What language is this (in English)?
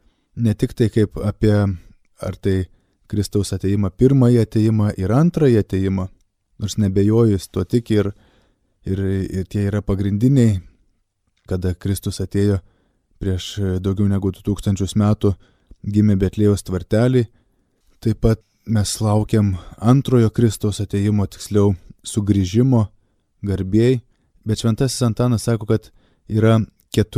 Lithuanian